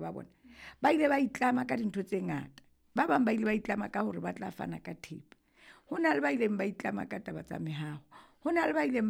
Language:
Southern Sotho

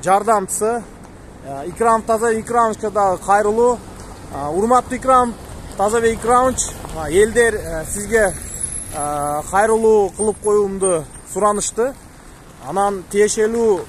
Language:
Kyrgyz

